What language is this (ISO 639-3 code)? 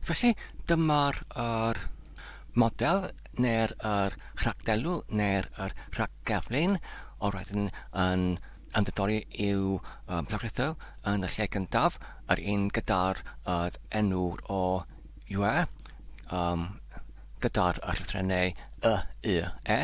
cym